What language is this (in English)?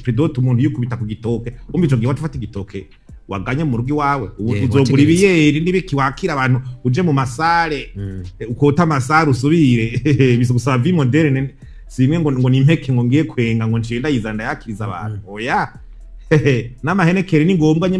Rundi